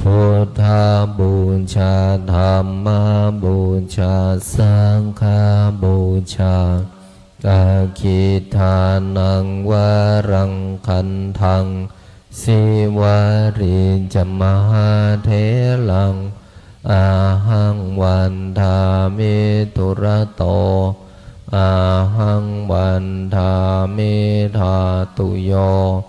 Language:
Pali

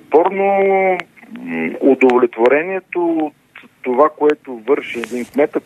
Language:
Bulgarian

